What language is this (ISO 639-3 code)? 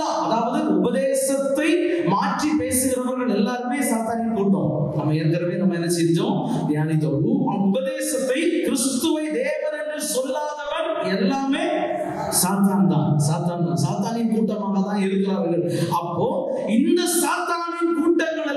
tam